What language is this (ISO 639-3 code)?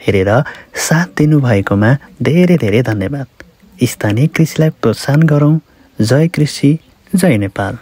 nep